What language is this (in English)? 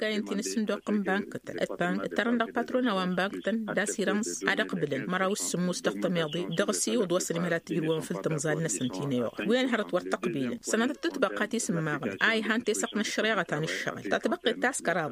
Tamasheq